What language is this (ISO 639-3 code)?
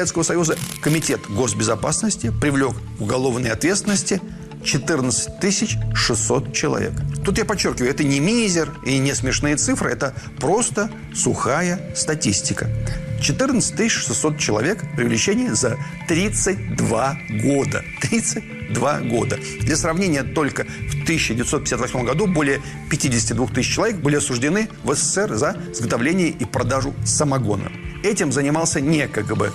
rus